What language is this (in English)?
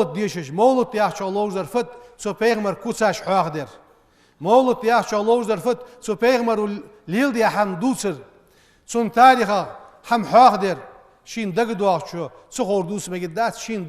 Ingush